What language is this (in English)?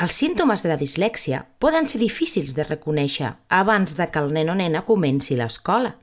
Catalan